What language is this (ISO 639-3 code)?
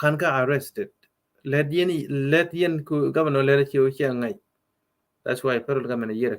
nus